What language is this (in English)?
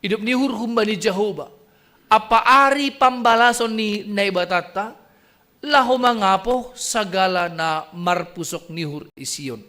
Batak Simalungun